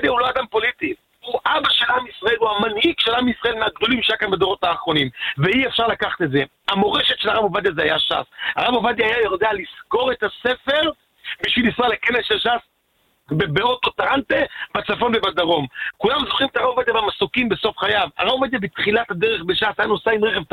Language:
Hebrew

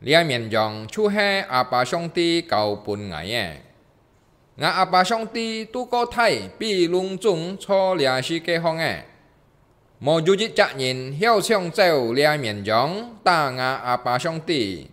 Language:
Hakka Chinese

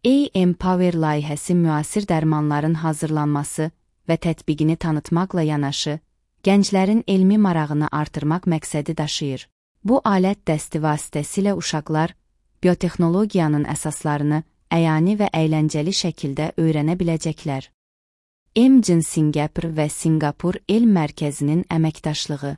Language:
Azerbaijani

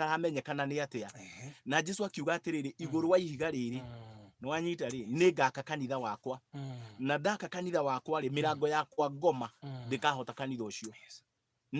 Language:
Kikuyu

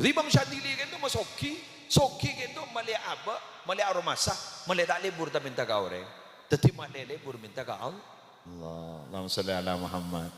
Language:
Madurese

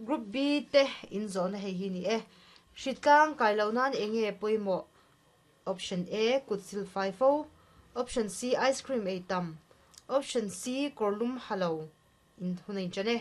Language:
Mizo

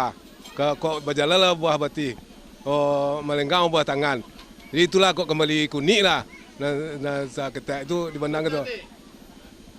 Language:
Minangkabau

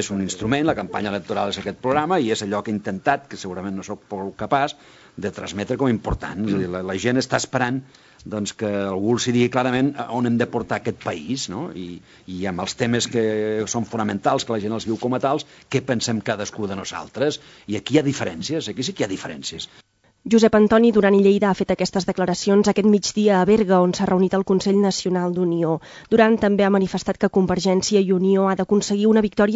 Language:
Catalan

